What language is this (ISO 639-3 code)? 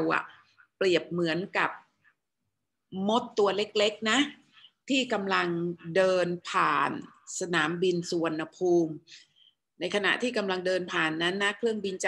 tha